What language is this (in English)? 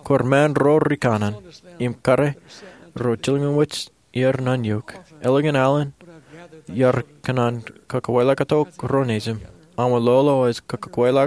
Marshallese